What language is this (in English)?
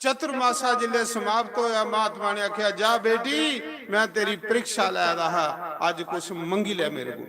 Dogri